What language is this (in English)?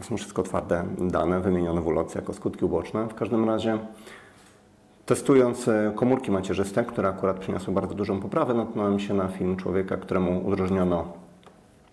Polish